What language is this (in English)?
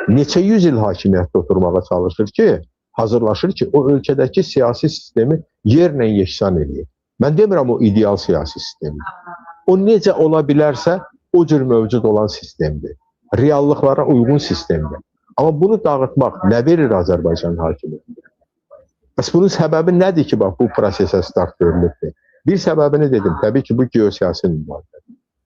Azerbaijani